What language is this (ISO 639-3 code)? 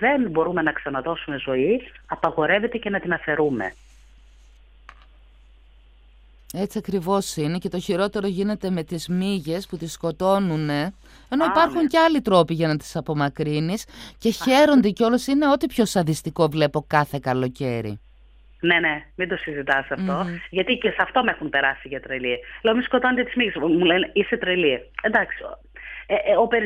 ell